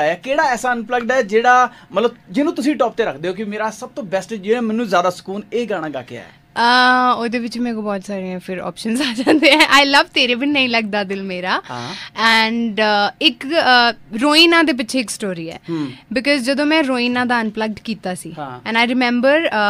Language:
Punjabi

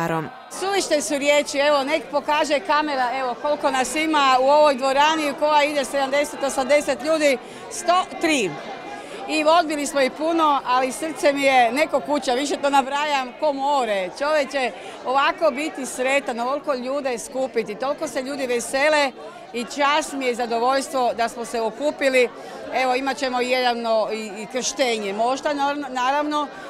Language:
Croatian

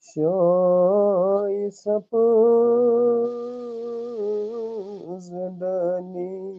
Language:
Kashmiri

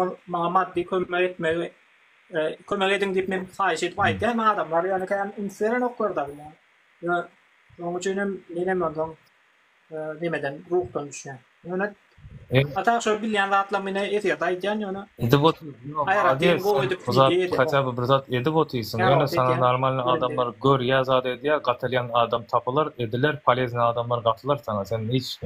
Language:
Turkmen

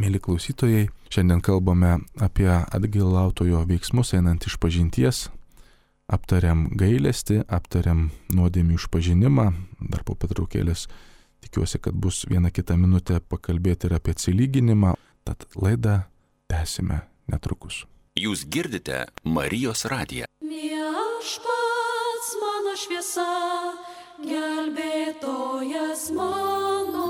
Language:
Lithuanian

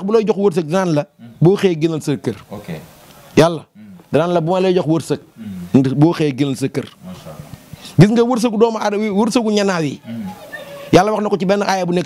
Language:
Wolof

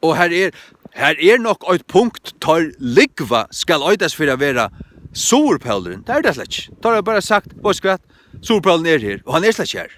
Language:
Faroese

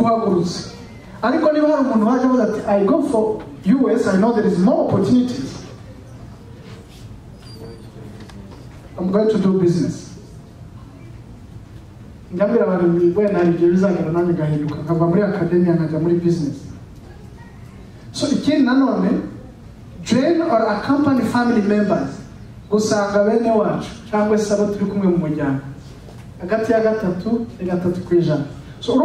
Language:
Kinyarwanda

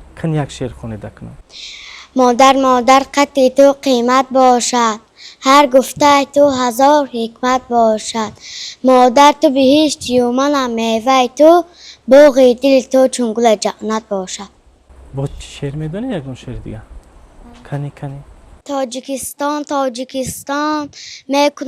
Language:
Tajik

